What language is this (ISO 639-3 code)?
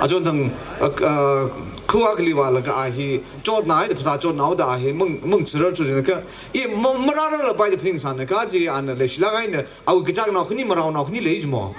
nmf